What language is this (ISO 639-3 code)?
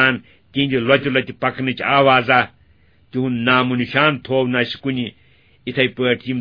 kas